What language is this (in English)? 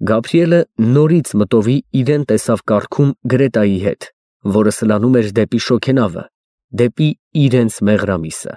Armenian